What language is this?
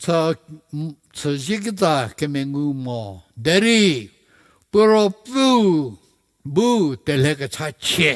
Angami Naga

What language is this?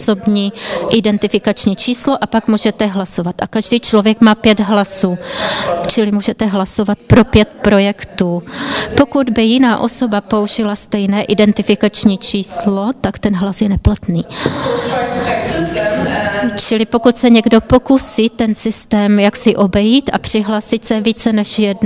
Czech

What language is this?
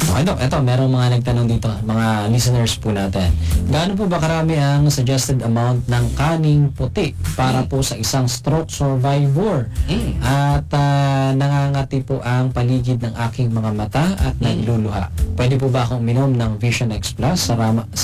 Filipino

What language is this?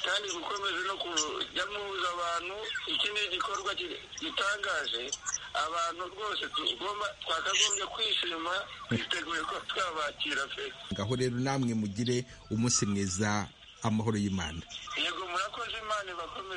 Kinyarwanda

